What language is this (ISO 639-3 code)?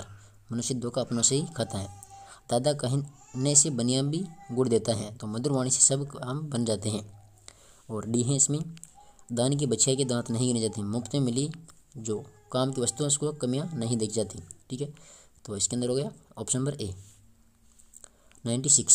hin